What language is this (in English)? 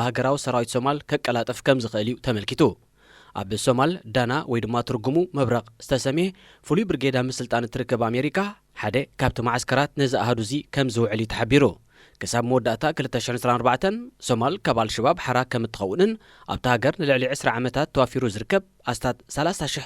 Tigrinya